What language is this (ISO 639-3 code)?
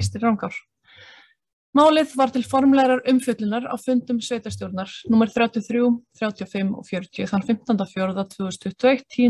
isl